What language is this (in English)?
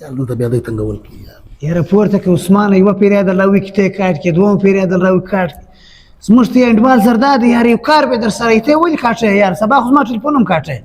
Pashto